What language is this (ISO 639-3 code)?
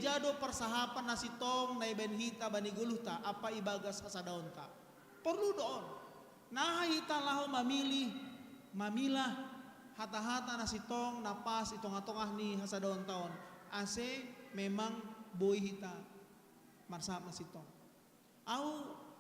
bts